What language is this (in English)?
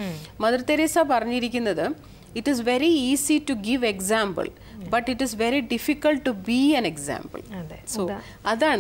Malayalam